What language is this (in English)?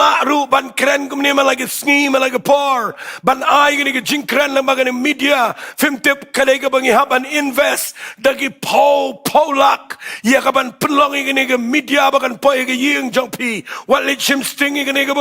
Khasi